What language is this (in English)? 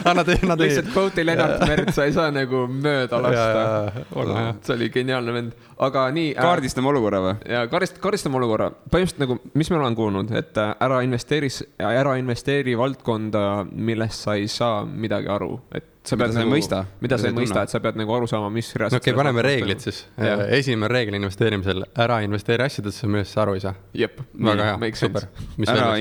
Estonian